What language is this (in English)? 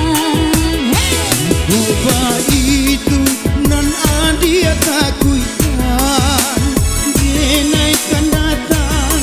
Minangkabau